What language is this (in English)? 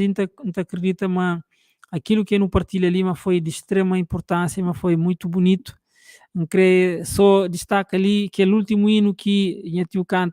Kabuverdianu